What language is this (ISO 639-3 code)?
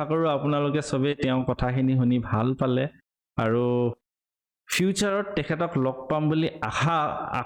asm